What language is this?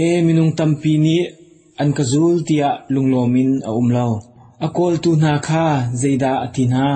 Hakha Chin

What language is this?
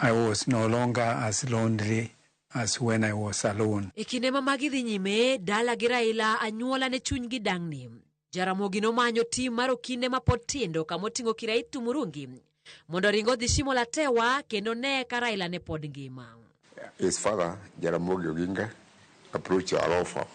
Luo (Kenya and Tanzania)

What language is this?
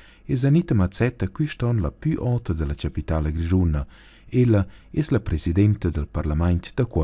Romansh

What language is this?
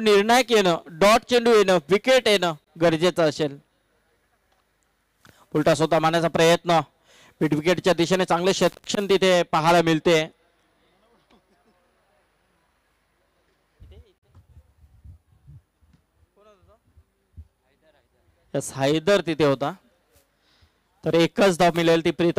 Marathi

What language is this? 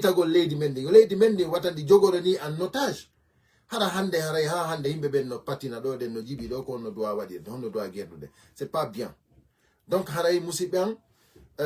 Fula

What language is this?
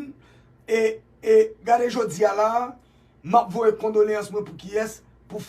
Haitian Creole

